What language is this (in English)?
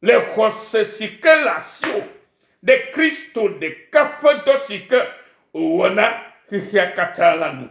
Ewe